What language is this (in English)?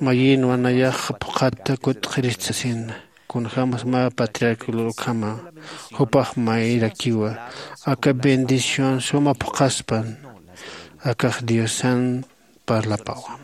Aymara